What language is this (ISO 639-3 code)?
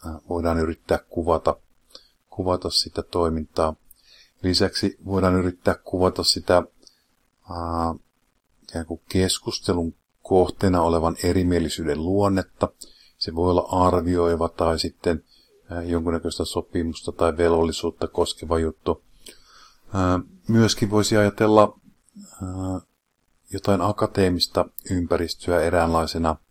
fin